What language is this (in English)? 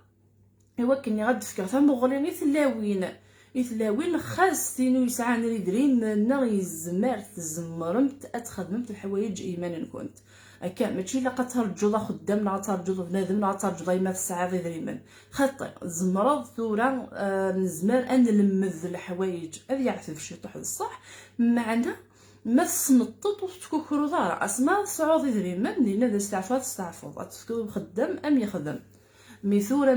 Kabyle